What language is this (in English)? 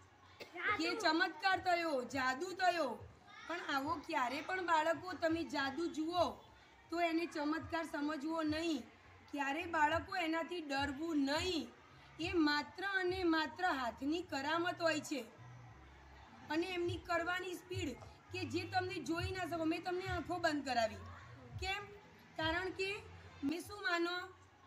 Gujarati